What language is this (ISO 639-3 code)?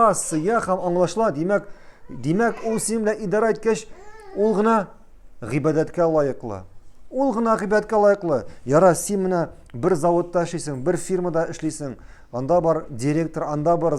tat